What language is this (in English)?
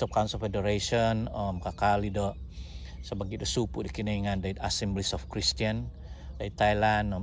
Central Dusun